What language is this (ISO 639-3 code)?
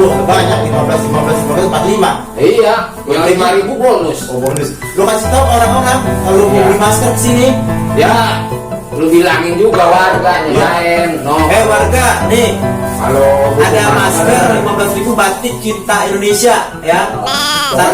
bew